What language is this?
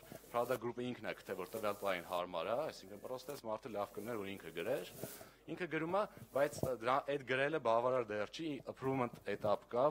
Armenian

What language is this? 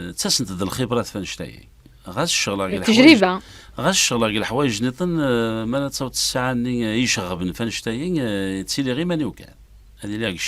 Kabyle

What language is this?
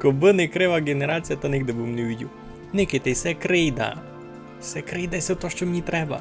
Rusyn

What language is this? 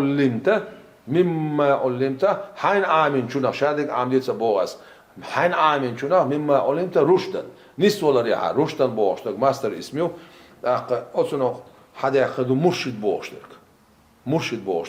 Chechen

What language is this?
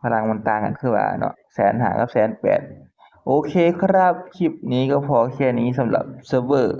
Northeastern Thai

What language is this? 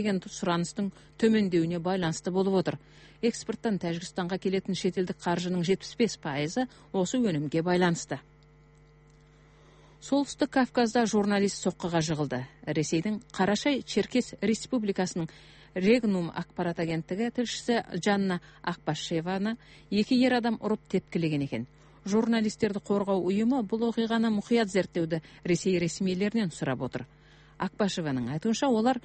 Kazakh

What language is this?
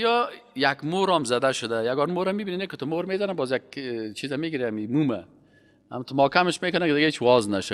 Persian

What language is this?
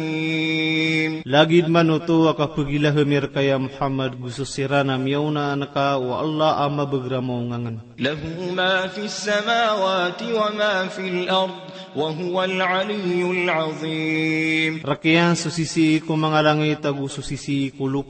Maranao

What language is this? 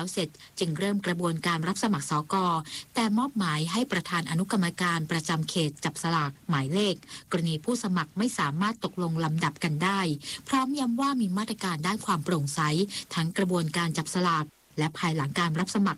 Thai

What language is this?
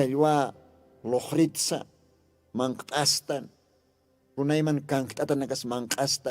Aymara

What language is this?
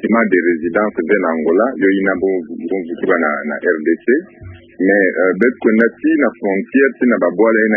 Kituba (Democratic Republic of Congo)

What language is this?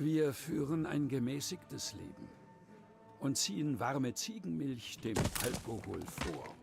Bavarian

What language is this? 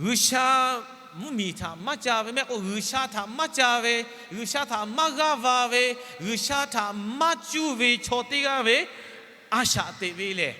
Lahu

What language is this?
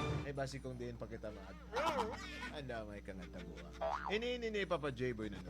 Hiligaynon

